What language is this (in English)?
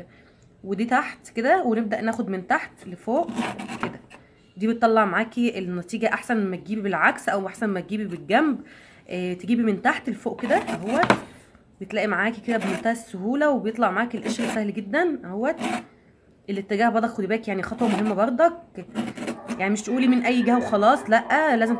Egyptian Arabic